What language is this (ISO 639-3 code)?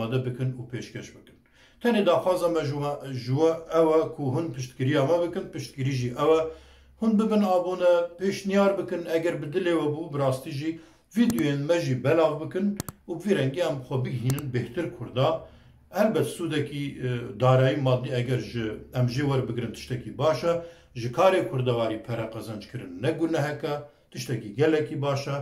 kur